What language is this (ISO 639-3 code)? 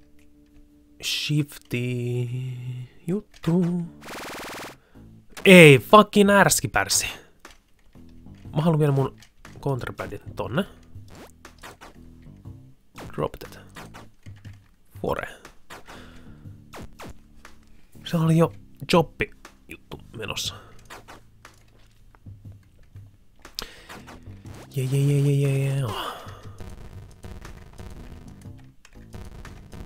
fin